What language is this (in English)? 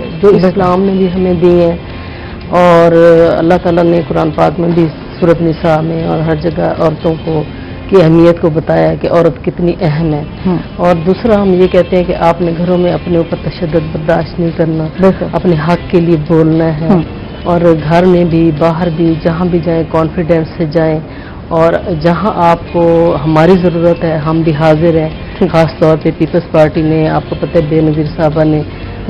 Urdu